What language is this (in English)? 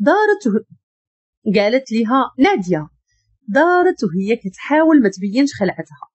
Moroccan Arabic